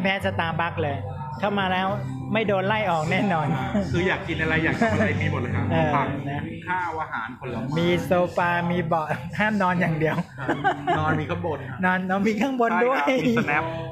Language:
Thai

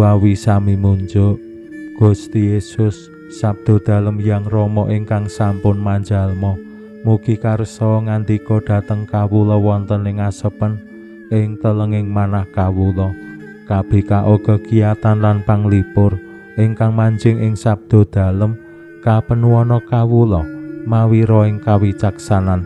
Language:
Javanese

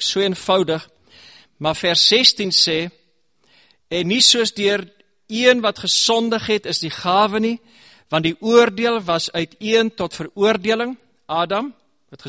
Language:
Afrikaans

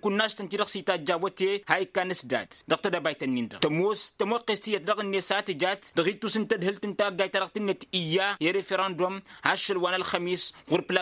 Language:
Tamasheq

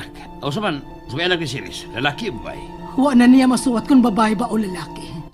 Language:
Cebuano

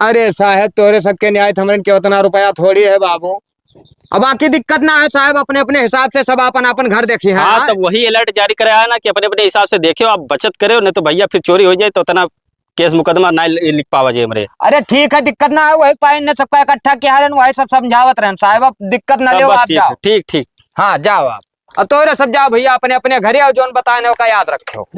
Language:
Awadhi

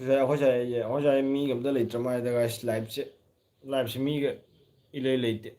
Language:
Manipuri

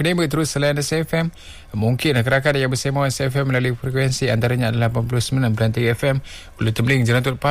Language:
Malay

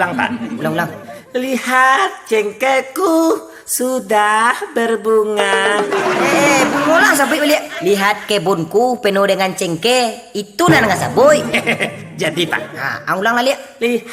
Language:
Minangkabau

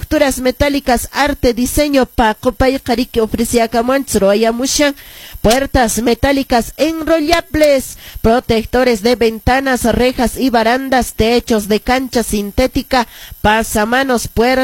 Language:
Quechua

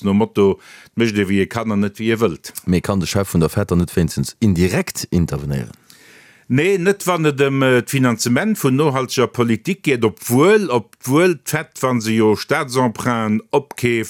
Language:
Luxembourgish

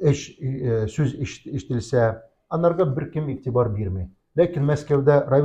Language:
Tatar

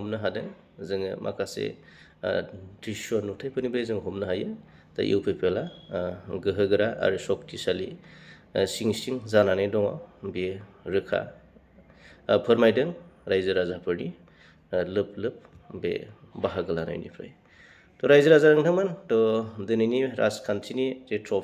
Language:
Bodo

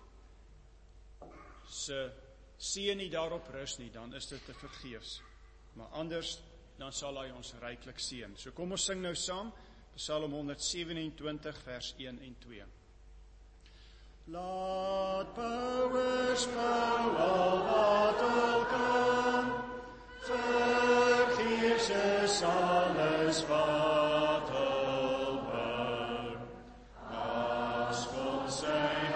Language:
Afrikaans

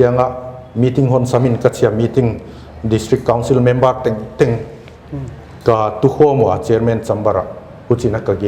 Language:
Paite Chin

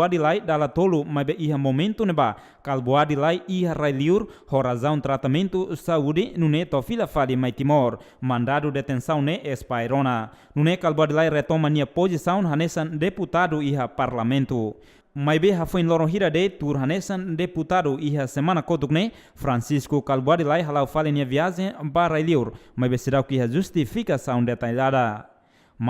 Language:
Tetum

